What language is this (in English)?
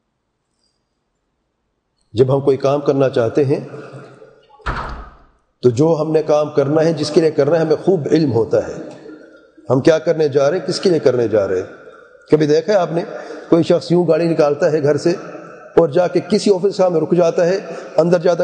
Urdu